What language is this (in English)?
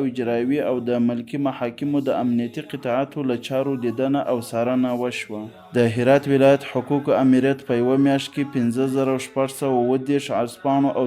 Pashto